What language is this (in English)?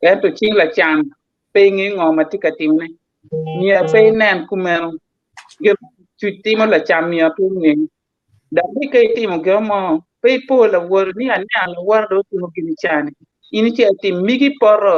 Acoli